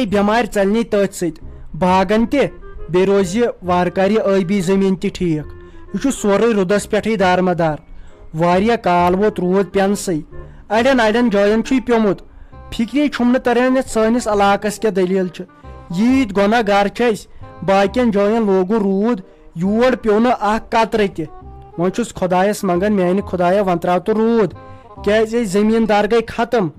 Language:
Kashmiri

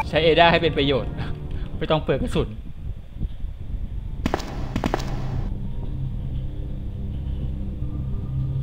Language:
Thai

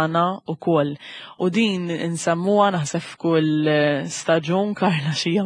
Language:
Maltese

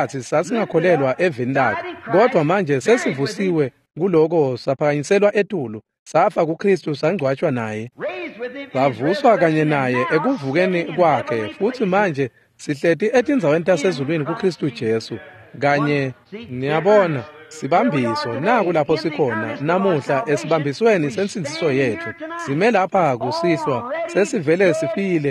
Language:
Swati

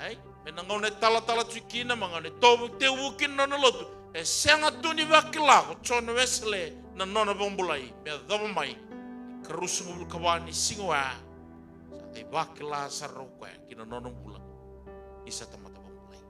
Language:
Fijian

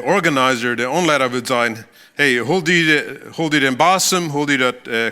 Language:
Plautdietsch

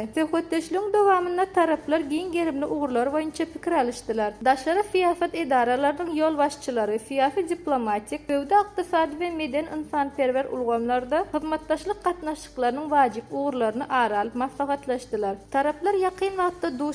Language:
Turkmen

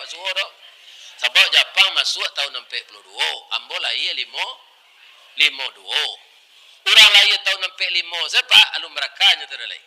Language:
Minangkabau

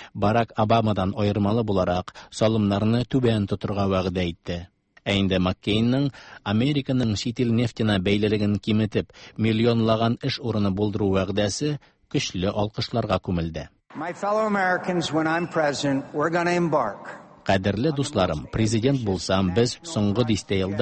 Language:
Tatar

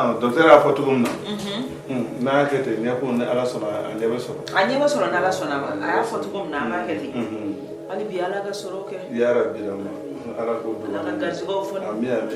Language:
Bambara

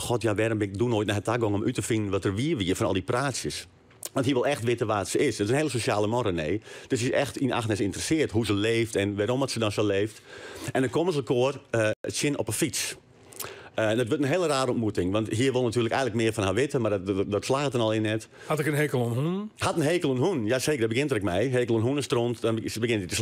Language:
Western Frisian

